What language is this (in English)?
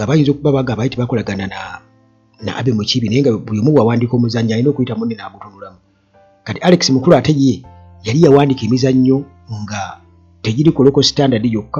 Ganda